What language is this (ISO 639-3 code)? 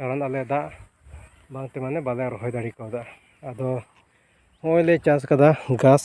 sat